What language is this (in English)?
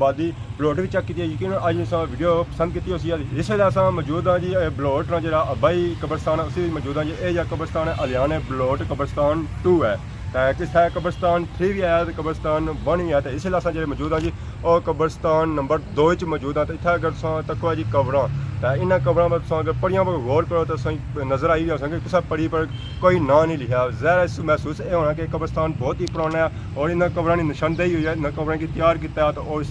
Pahari-Potwari